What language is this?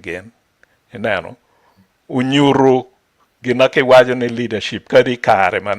Acoli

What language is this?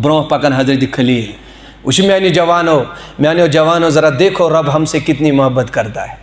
Kashmiri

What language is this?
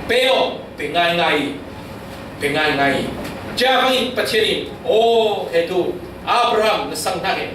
Falam Chin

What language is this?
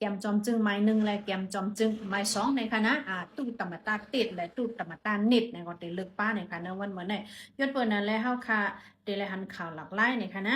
Shan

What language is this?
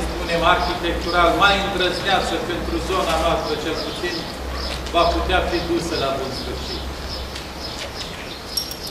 Romanian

